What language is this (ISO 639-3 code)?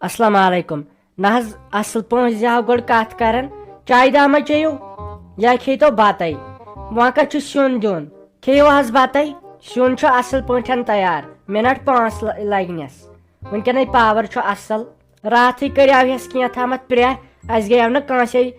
kas